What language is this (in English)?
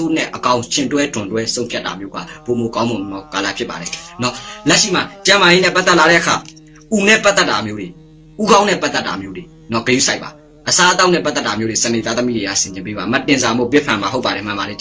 Burmese